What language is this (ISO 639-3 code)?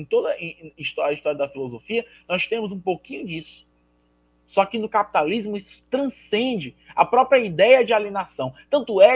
por